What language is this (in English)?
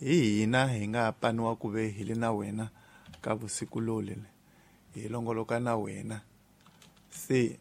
Tsonga